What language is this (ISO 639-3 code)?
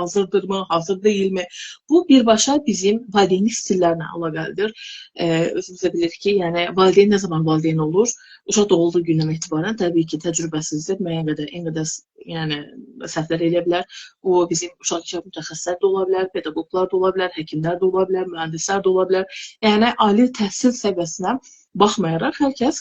aze